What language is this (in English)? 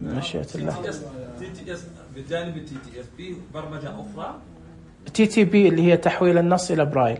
Najdi Arabic